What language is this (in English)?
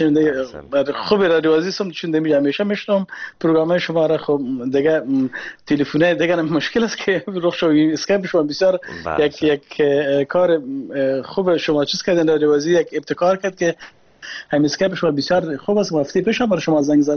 Persian